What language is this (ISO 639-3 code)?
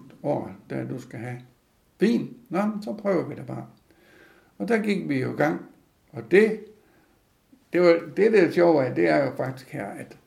dan